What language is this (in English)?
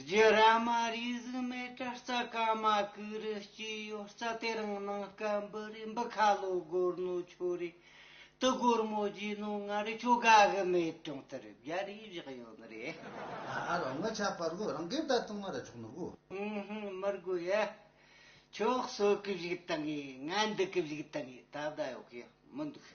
Tibetan